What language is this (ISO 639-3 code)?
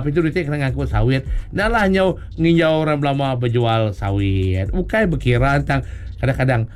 iba